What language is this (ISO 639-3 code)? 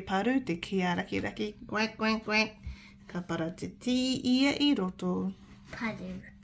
mri